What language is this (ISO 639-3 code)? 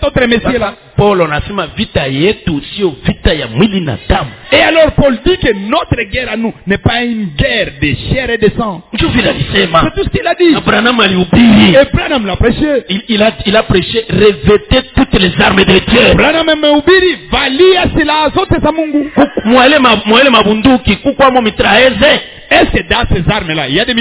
swa